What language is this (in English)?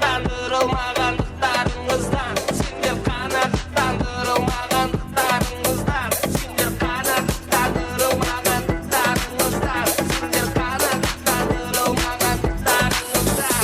Kara-Kalpak